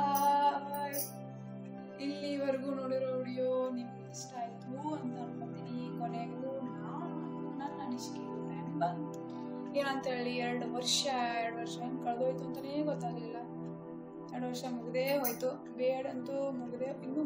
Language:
Kannada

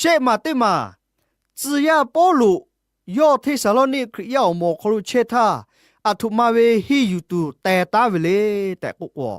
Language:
Lahu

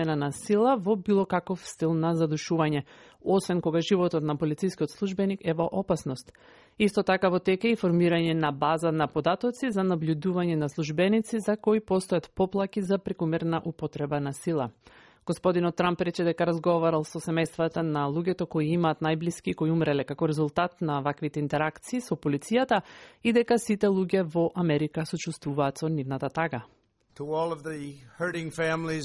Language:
Macedonian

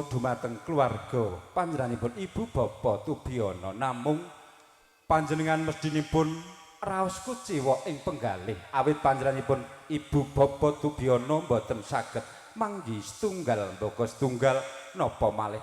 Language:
Javanese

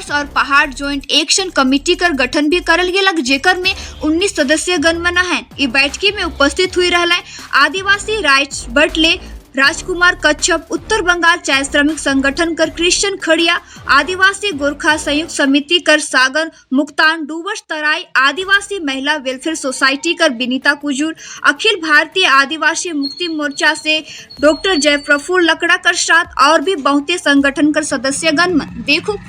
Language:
Sadri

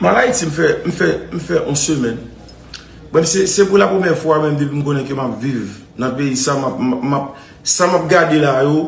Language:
Haitian Creole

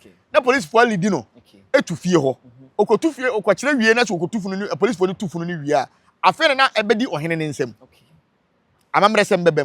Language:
Akan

